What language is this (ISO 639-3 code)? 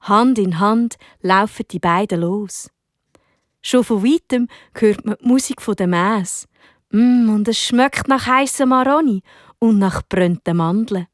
gsw